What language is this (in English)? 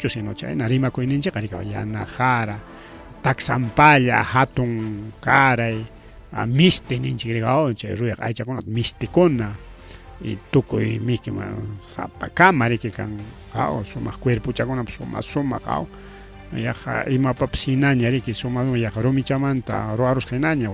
Ayacucho Quechua